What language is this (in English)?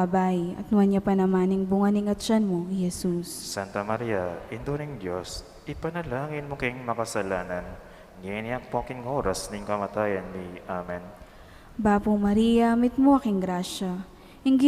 Pampanga